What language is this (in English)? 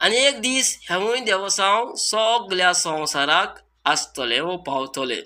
Konkani